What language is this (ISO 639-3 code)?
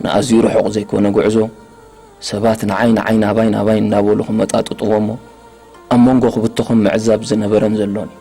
tir